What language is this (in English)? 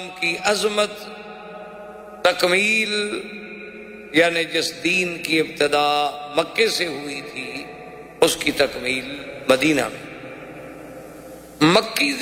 Urdu